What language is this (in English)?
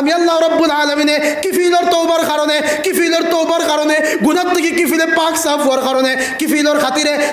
Sylheti